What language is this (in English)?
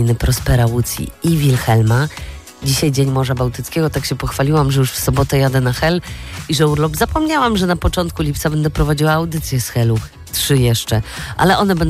Polish